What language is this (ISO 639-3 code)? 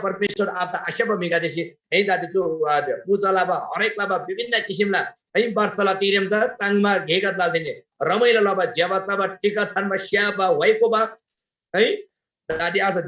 taj